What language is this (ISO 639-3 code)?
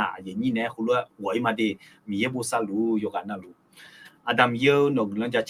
ahk